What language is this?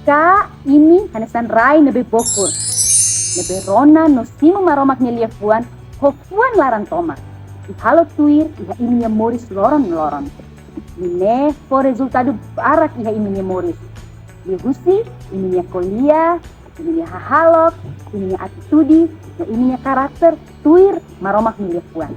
Tetum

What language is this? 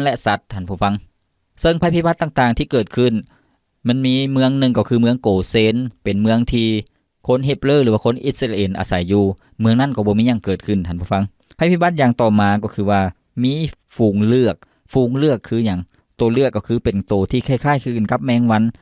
Lao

